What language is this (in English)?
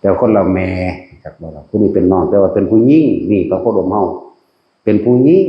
Northeastern Thai